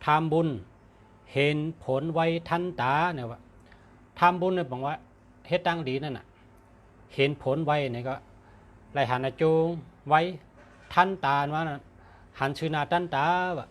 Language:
Shan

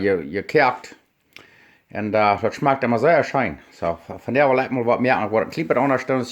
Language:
Plautdietsch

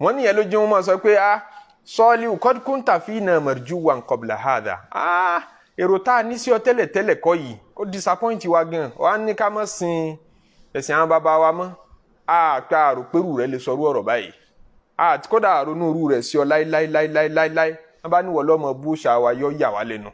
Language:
Yoruba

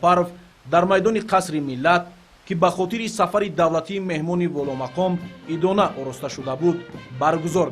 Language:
Tajik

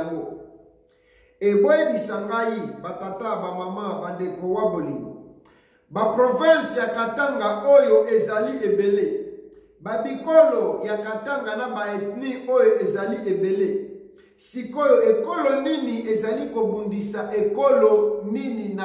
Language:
Lingala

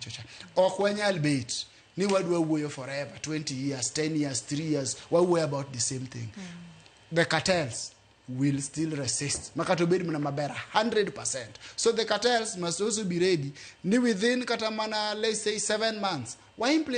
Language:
Luo (Kenya and Tanzania)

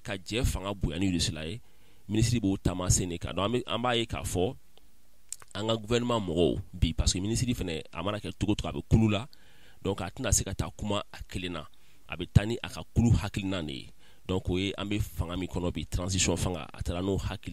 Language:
Bambara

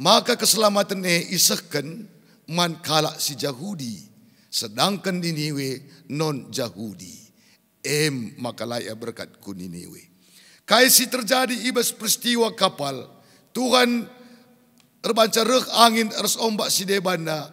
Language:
Batak Karo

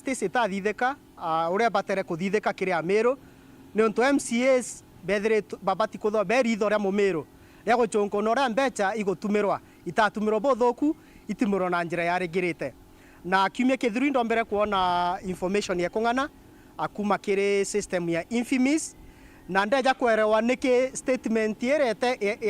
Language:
Meru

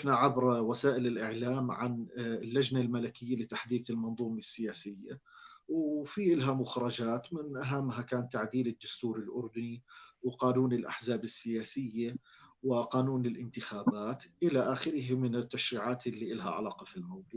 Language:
North Levantine Arabic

